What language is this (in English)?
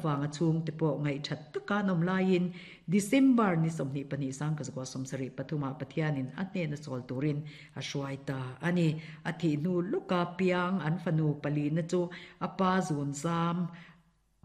Mizo